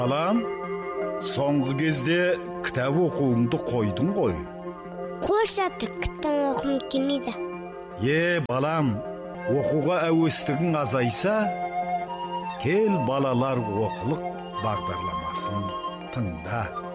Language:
Kazakh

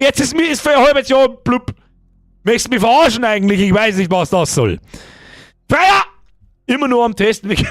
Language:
Bavarian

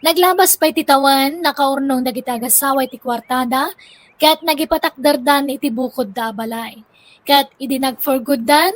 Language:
Iloko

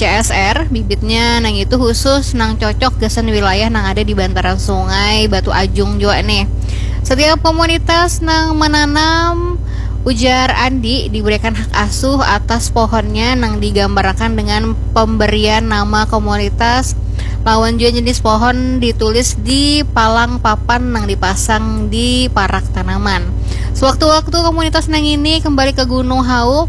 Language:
Banjar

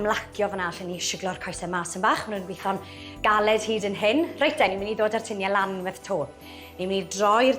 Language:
Welsh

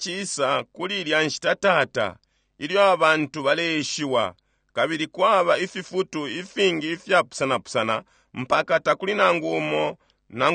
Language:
Bemba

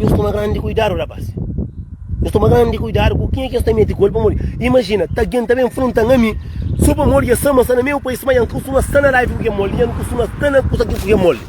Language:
Kabuverdianu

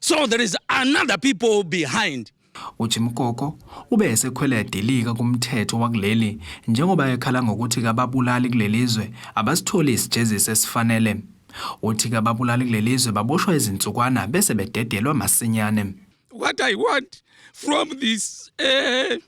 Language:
Zulu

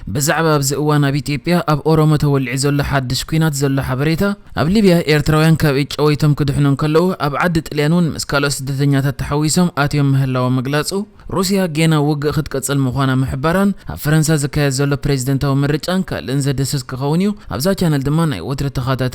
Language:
Tigrinya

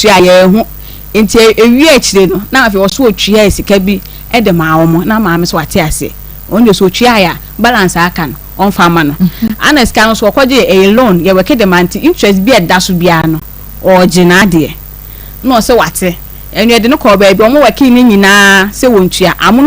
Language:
Akan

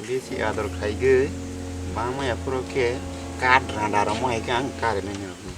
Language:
Kok Borok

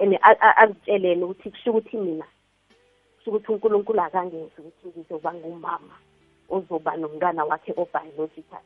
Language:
South Ndebele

